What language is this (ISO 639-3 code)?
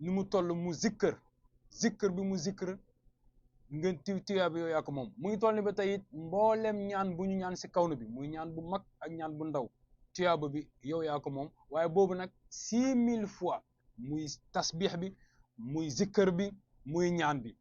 wol